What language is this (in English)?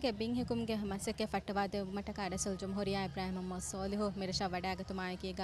Divehi